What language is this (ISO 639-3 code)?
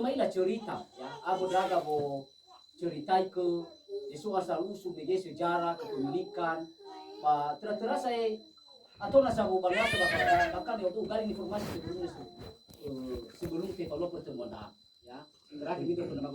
nia